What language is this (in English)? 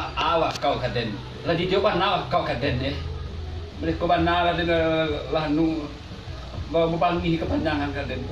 Minangkabau